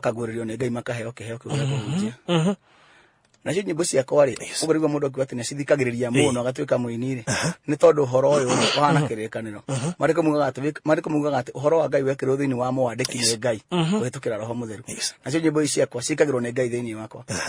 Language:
Kikuyu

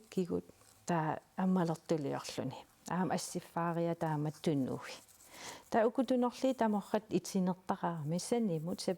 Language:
Kalaallisut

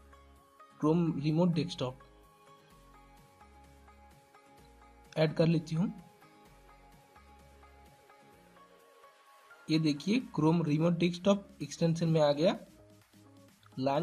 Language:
Hindi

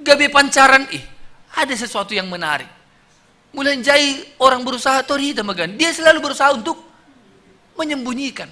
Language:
Batak Simalungun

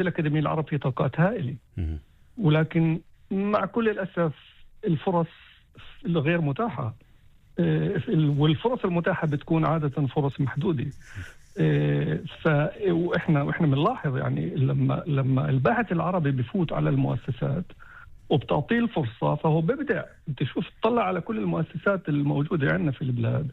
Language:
North Levantine Arabic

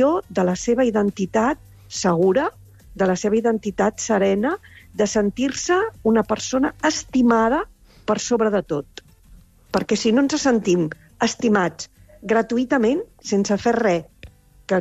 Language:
Catalan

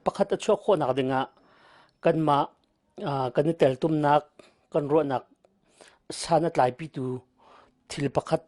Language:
Hakha Chin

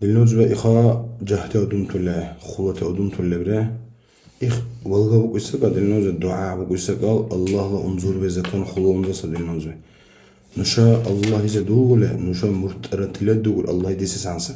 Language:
Dargwa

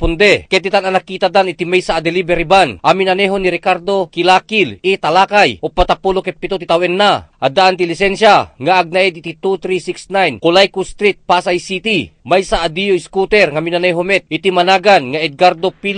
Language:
Iloko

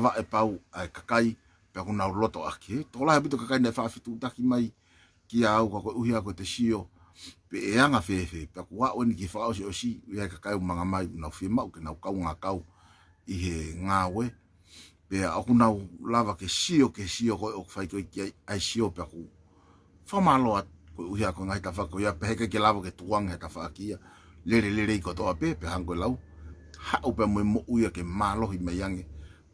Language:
Tongan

